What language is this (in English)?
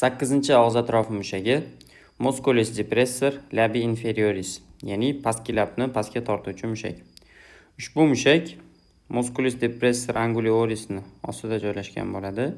Uzbek